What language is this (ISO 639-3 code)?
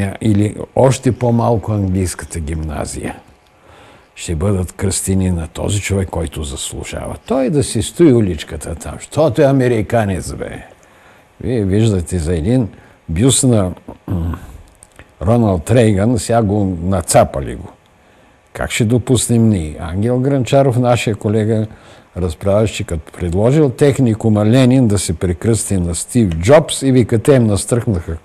bul